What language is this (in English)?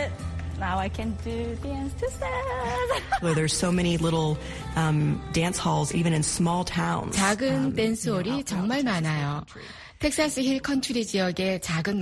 Korean